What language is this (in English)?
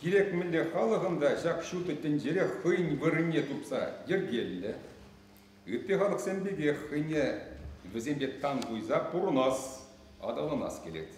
Chuvash